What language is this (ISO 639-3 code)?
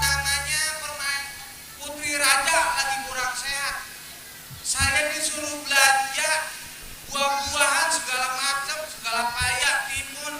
bew